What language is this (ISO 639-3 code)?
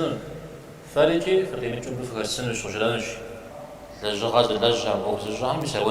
kbd